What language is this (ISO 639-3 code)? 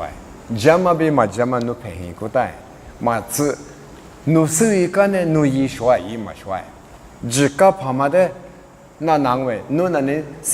lis